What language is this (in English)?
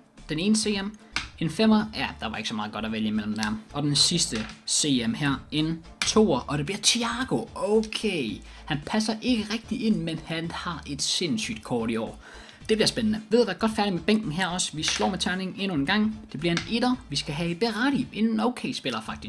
Danish